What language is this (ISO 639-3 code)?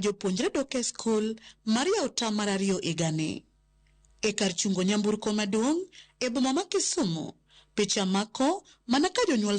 luo